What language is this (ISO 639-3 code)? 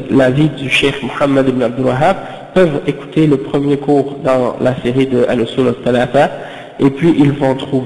fra